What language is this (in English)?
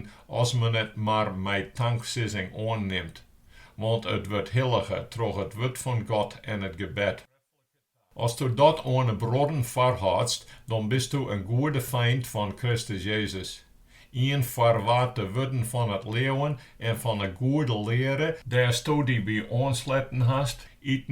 Western Frisian